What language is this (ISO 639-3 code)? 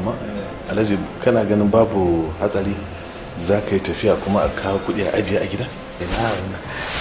hau